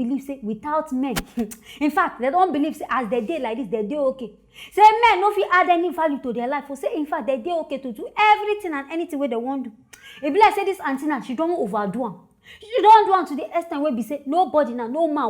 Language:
Nigerian Pidgin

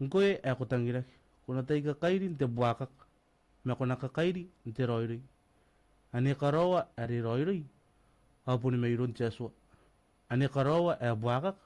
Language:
Gilbertese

